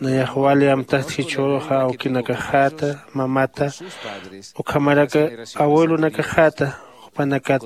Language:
Aymara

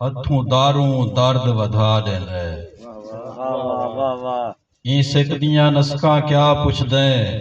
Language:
Saraiki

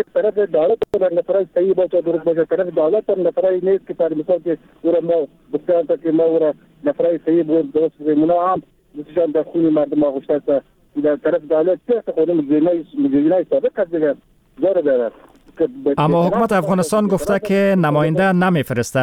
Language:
Persian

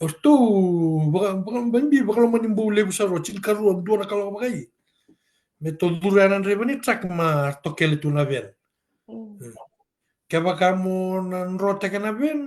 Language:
Fijian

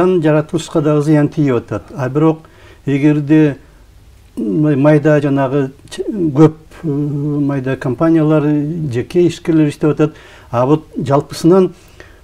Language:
Kyrgyz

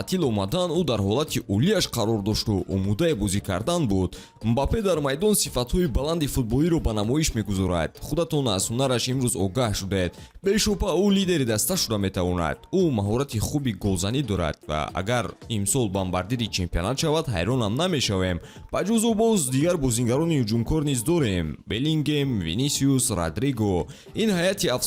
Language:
Tajik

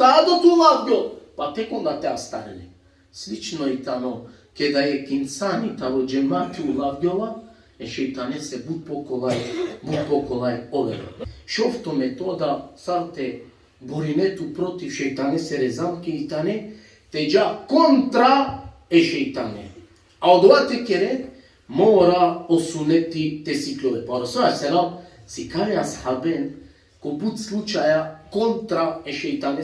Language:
Balkan Romani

